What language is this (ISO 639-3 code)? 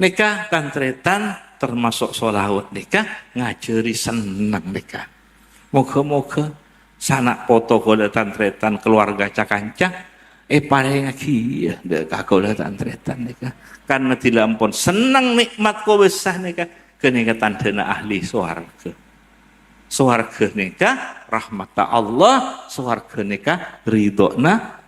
mad